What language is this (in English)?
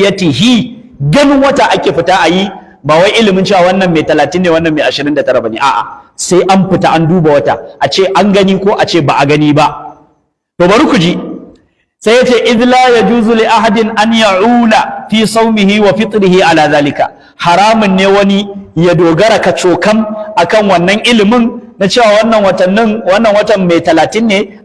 Hausa